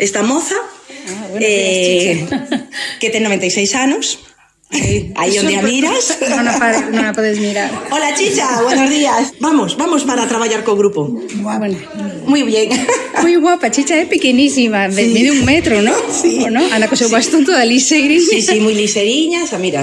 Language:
Galician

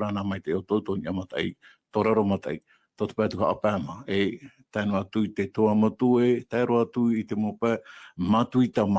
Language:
Tahitian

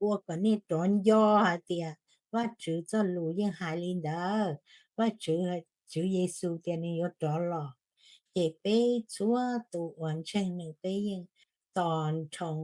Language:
Hmong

